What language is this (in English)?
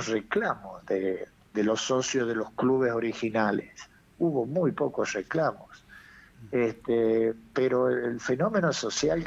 Spanish